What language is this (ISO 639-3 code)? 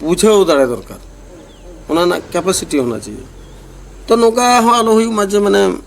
sat